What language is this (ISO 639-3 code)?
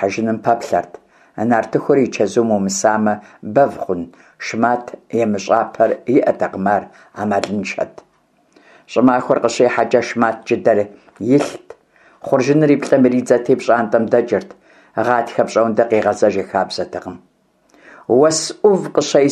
kbd